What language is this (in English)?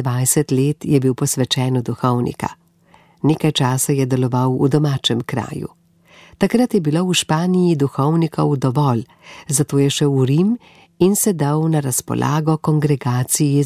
Slovenian